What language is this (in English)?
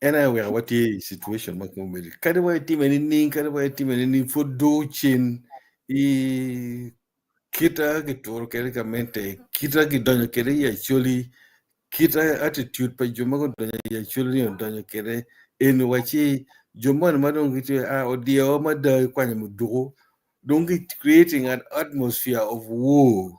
Acoli